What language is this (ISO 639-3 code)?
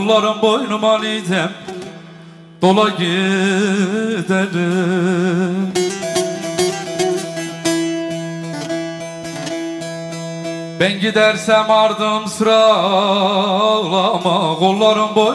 tur